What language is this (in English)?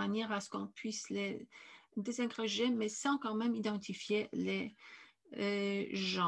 French